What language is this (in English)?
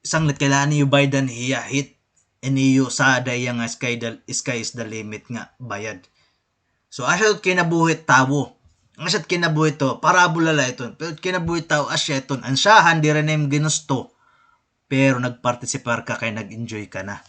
Waray